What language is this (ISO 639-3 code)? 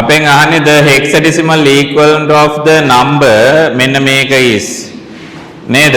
sin